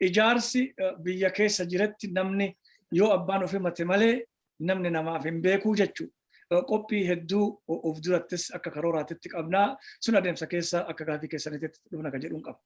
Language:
Oromo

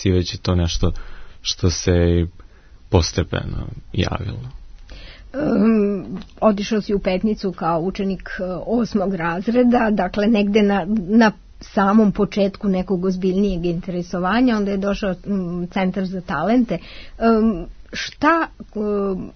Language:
Serbian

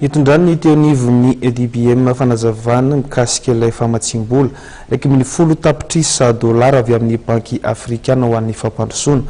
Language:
Malagasy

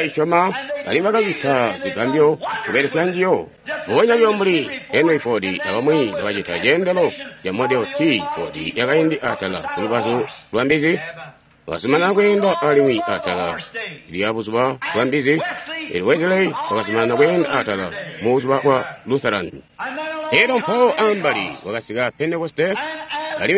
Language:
Tonga (Zambia)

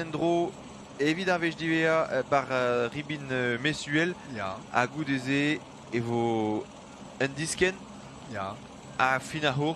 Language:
Breton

